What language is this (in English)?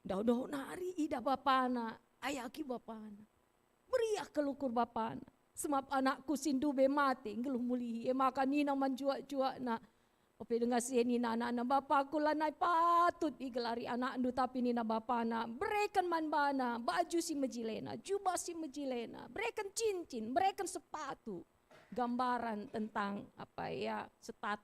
Batak Karo